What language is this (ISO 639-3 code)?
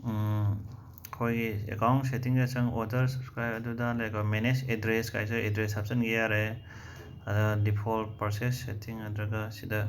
mni